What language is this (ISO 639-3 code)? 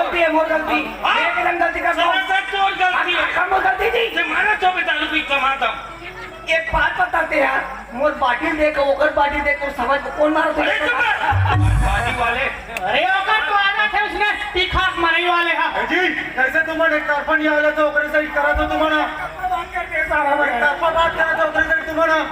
hne